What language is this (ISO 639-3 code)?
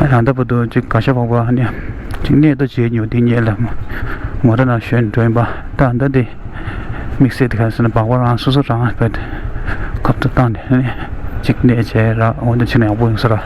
bod